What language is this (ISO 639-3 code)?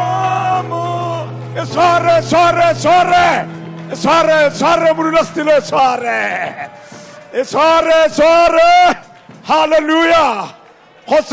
tsn